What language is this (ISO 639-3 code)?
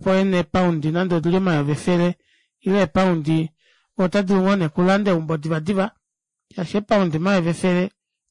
kua